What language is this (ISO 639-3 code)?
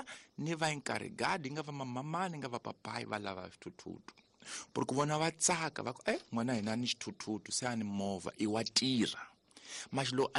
tso